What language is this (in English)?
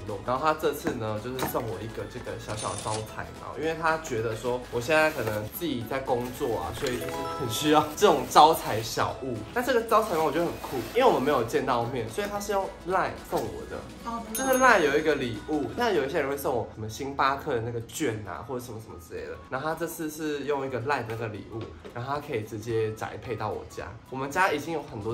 Chinese